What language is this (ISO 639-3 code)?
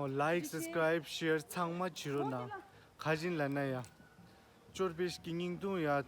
bod